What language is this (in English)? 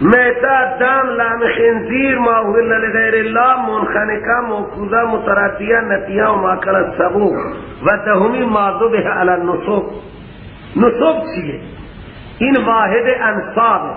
Persian